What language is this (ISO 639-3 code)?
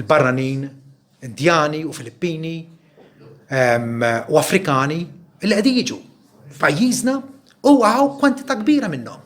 mlt